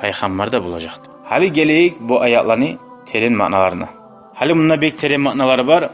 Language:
Kumyk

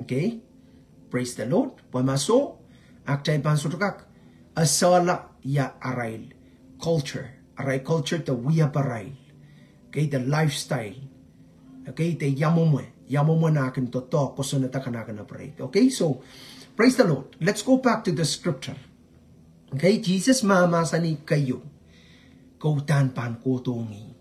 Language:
Pohnpeian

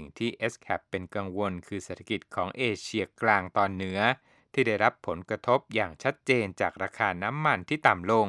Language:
Thai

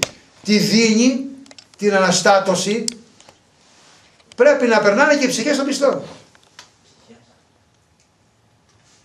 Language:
Greek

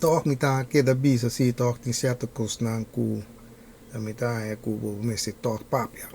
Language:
Papiamento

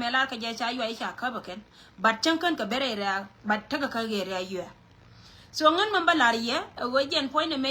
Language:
Nuer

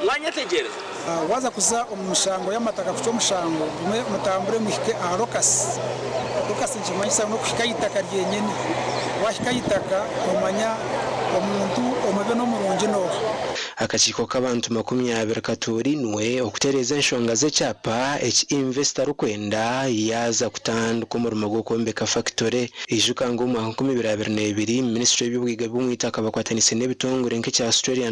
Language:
Nyankole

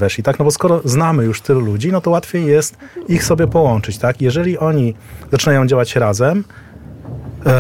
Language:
Polish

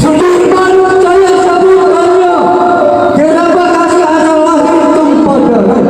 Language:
Betawi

